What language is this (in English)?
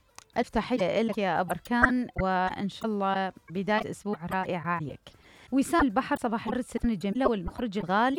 Mesopotamian Arabic